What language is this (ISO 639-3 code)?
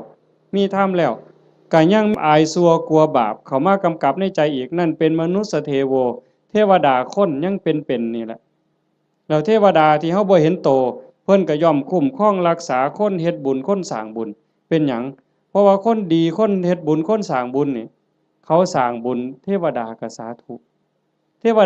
lao